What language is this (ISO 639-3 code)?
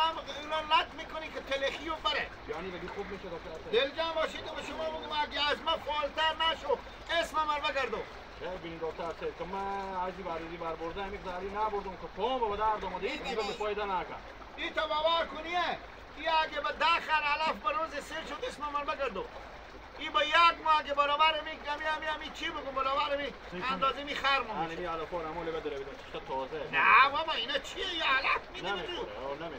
haz